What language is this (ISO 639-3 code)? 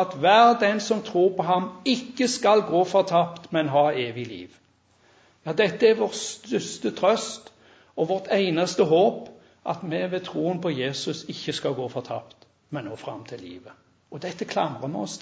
nor